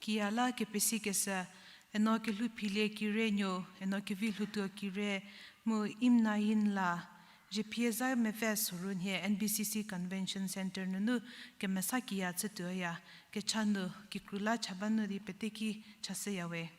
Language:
Angami Naga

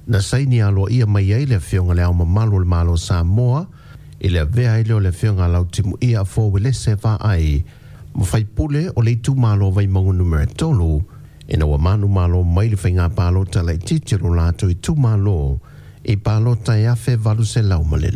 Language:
Samoan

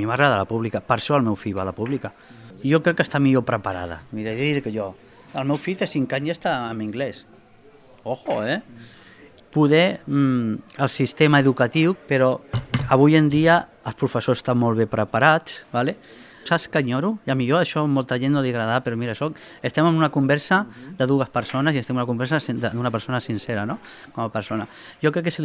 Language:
Catalan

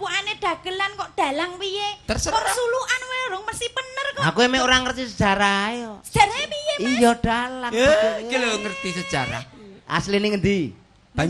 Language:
Javanese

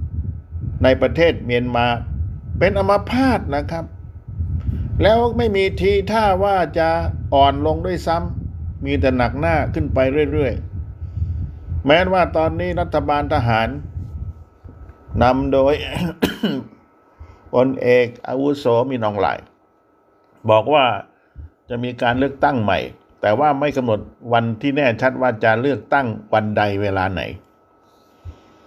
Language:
Thai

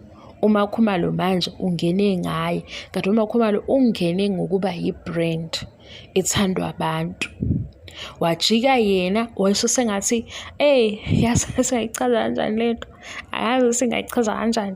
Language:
Zulu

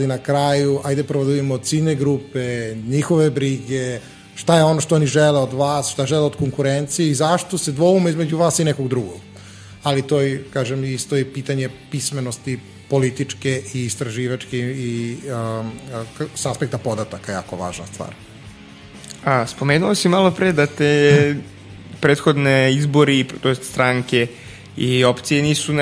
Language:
Serbian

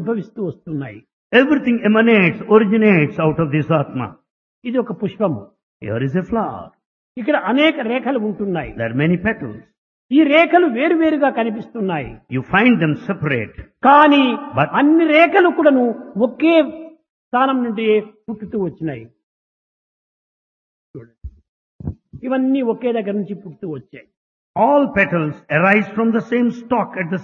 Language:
Telugu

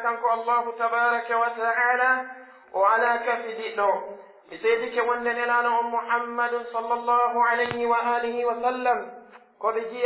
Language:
Pular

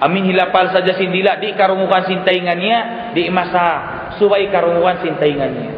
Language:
Tausug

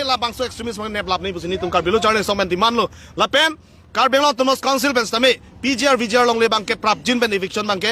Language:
Karbi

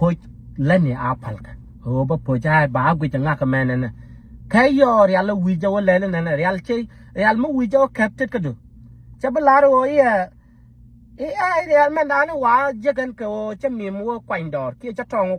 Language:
Nuer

